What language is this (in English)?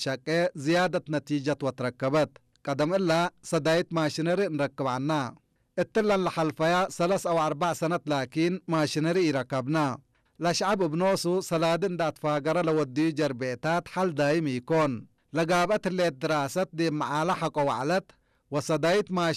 Tigre